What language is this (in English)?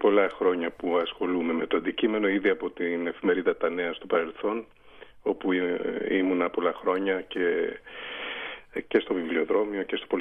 Greek